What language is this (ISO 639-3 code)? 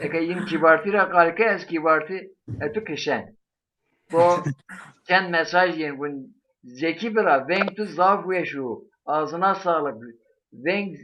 zza